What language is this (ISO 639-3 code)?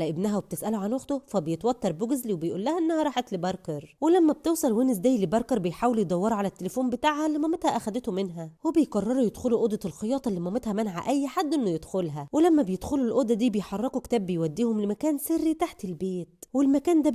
arz